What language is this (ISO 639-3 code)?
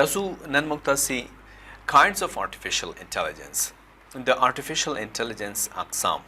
pus